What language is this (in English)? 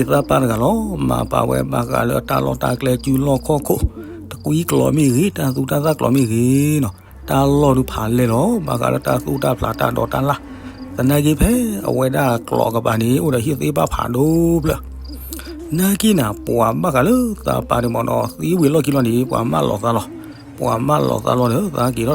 S'gaw Karen